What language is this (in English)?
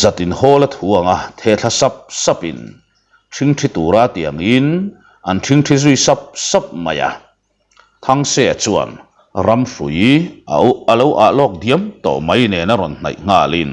Mizo